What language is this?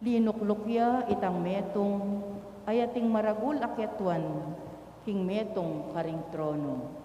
Pampanga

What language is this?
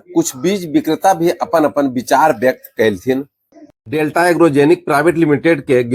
Magahi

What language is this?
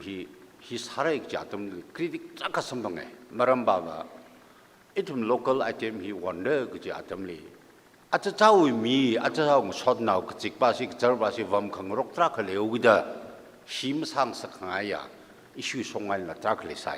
Tangkhul Naga (India)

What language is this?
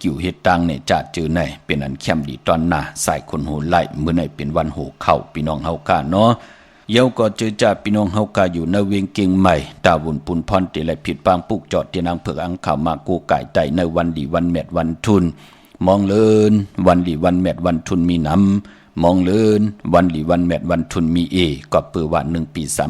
Shan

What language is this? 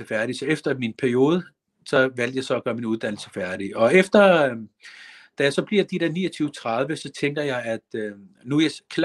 Danish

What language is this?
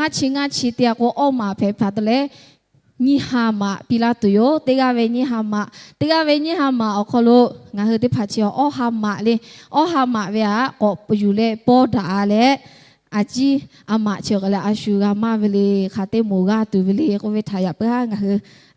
Lahu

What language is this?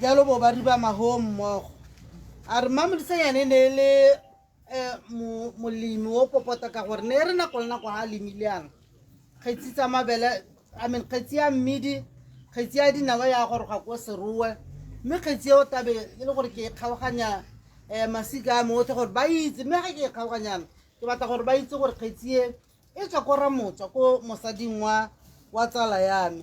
Tswana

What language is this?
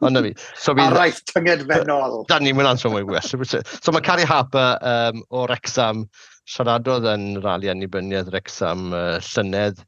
Welsh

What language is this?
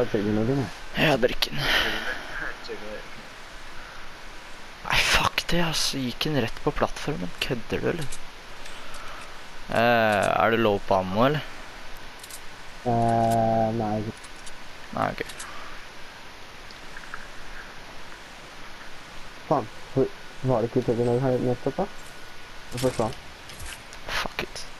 Norwegian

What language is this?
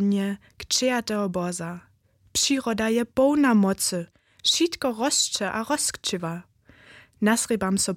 Upper Sorbian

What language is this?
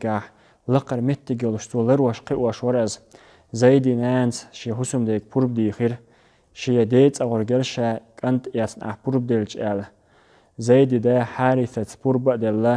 Chechen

